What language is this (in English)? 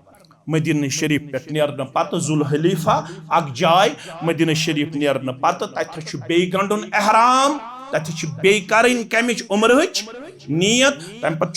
Kashmiri